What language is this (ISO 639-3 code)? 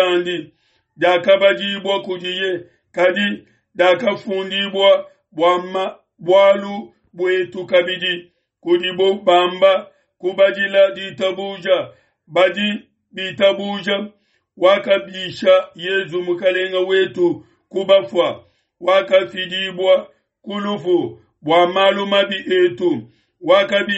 lua